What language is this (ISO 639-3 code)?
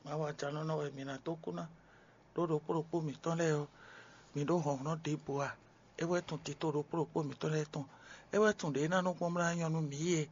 fon